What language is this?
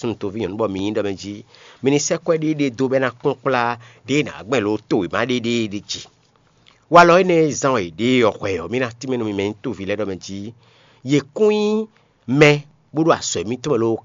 Fon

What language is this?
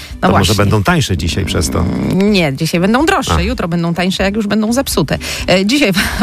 Polish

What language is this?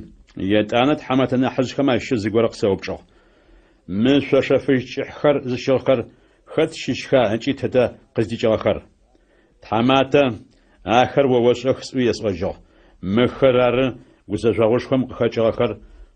Adyghe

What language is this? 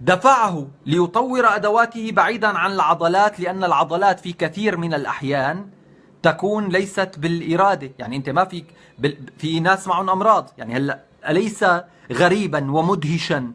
North Levantine Arabic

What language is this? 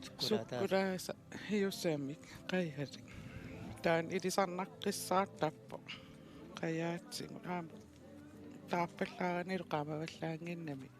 Kalaallisut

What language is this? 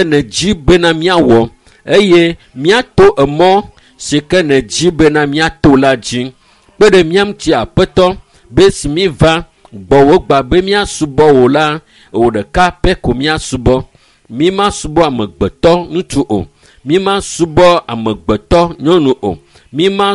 Ewe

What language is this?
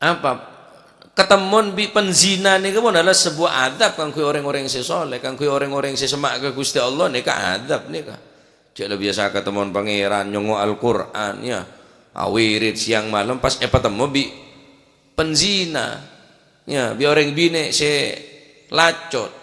Madurese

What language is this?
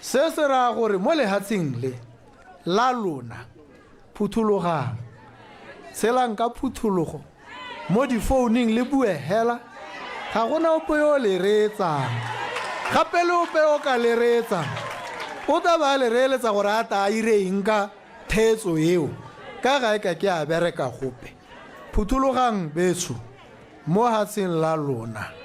Tswana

